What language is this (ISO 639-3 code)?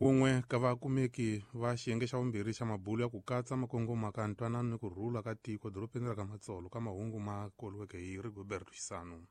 tso